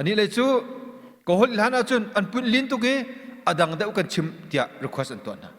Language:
Hakha Chin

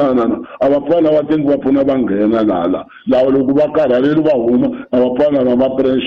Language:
Tsonga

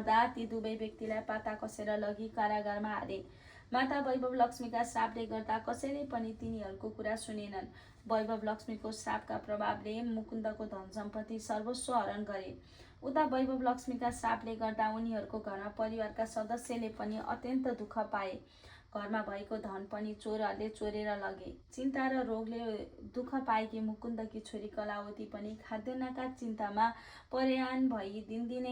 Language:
Nepali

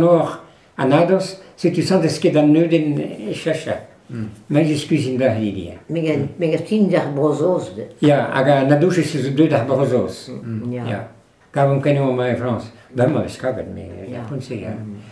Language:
Breton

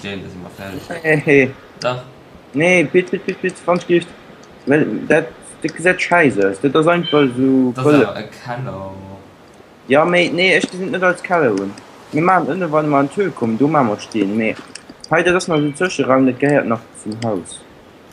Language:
Luxembourgish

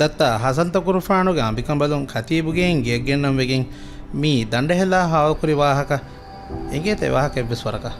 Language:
Divehi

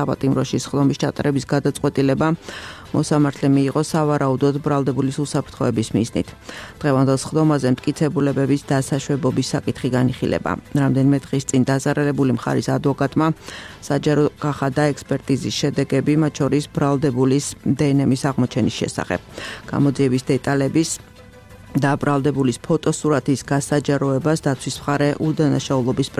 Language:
Georgian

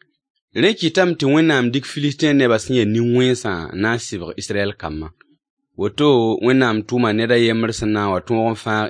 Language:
Mossi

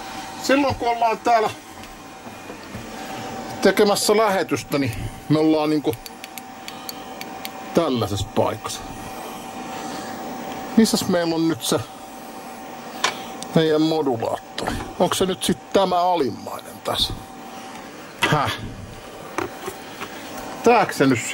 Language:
Finnish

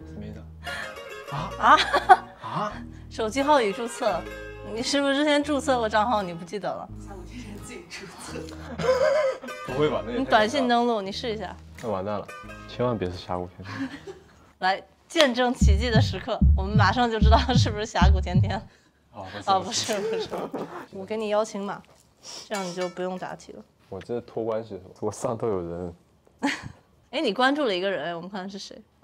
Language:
Chinese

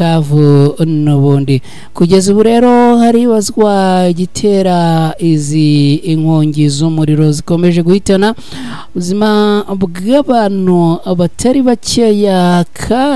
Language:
Kinyarwanda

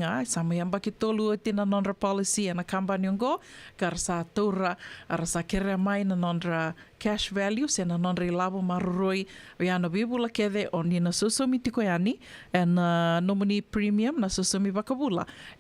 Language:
Fijian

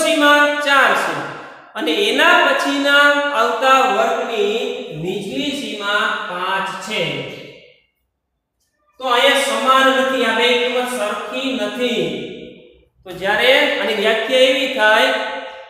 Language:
Gujarati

